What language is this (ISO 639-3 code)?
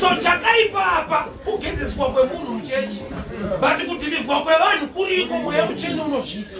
sna